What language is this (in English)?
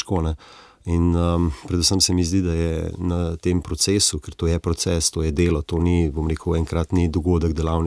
Slovenian